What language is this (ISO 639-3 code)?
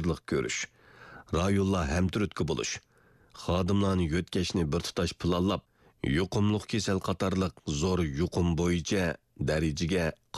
uig